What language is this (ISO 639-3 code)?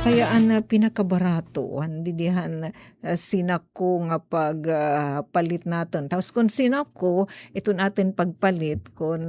war